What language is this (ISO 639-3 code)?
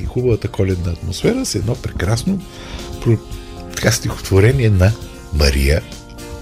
bul